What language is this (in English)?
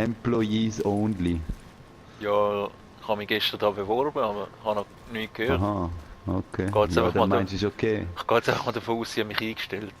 Swiss German